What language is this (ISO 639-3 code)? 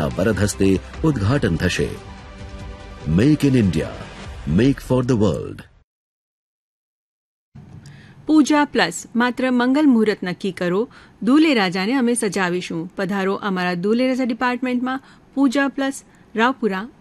guj